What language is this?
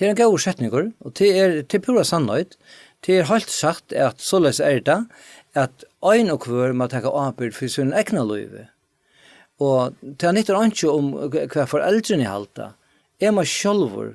Faroese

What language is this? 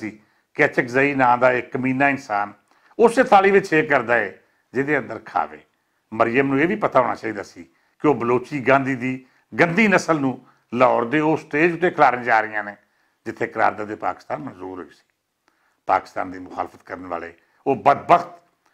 Western Panjabi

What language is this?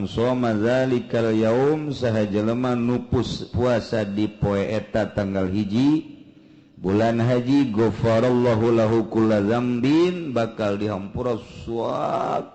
Sundanese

